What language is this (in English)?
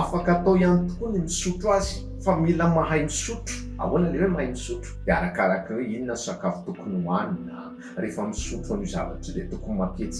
Malagasy